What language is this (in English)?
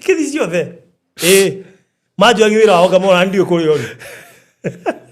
Kikuyu